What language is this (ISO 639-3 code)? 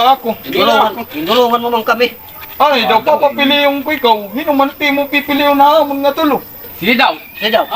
war